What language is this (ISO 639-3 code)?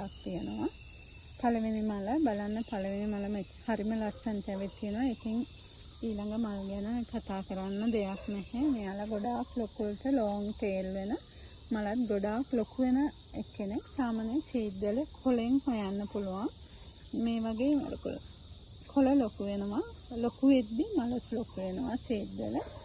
sin